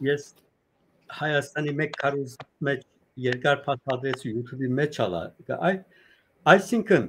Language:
Western Armenian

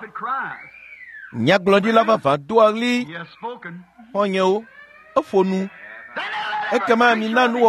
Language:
Ewe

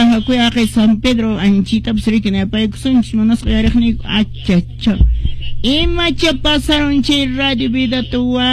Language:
Quechua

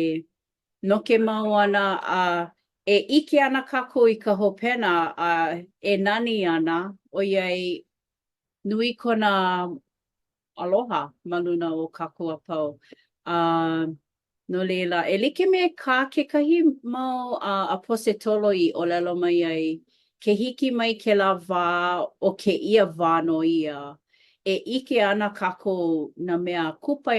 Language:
Hawaiian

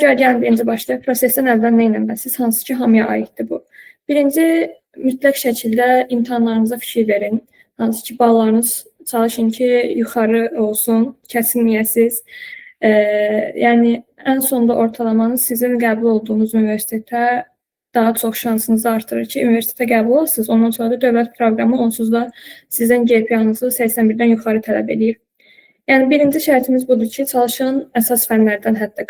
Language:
Azerbaijani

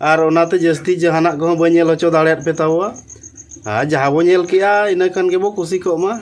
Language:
Santali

